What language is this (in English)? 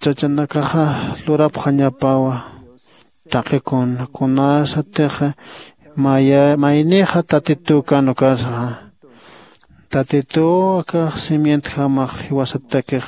Aymara